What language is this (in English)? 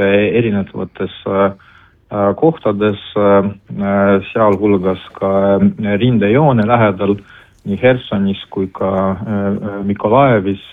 Estonian